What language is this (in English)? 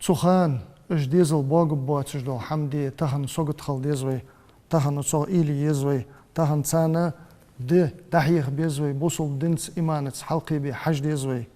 Ingush